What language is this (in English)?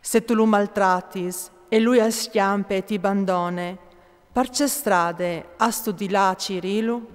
Friulian